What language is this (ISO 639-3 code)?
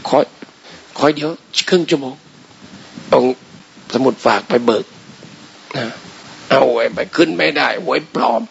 tha